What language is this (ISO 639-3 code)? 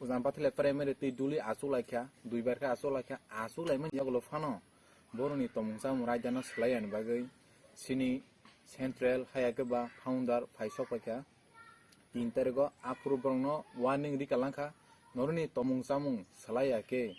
trp